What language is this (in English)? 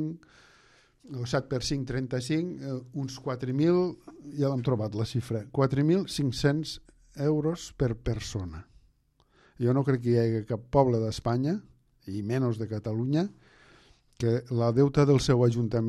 Catalan